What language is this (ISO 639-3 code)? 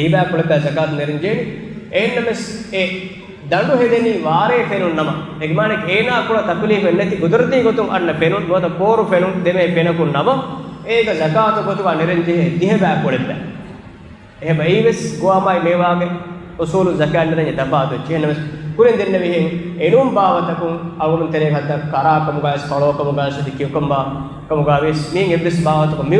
div